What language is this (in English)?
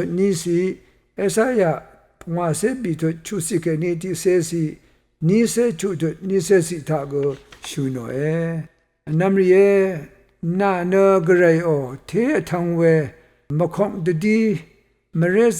Rawang